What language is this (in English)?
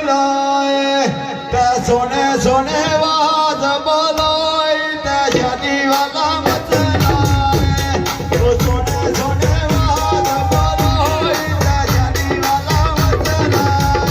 Pahari-Potwari